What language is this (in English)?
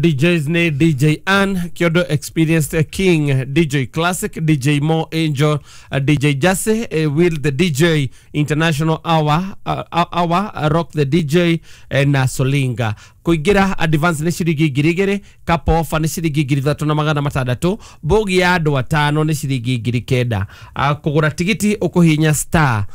Kikuyu